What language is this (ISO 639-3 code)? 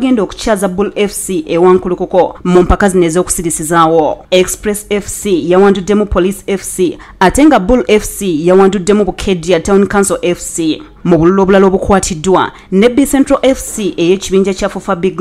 lug